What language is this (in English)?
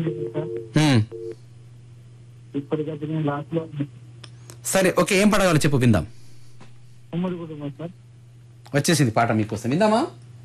Telugu